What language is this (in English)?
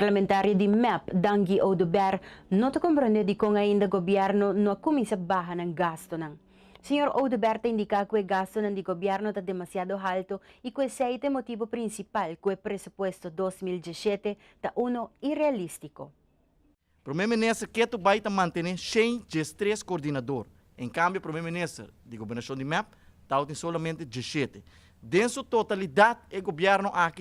Papiamento